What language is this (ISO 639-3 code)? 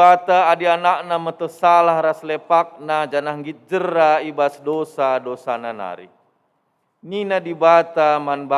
btx